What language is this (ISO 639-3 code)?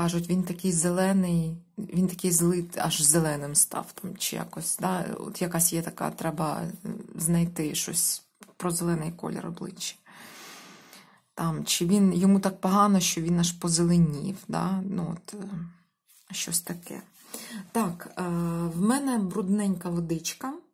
ukr